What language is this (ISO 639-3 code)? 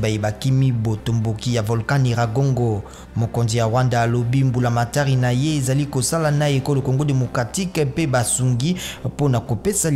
lin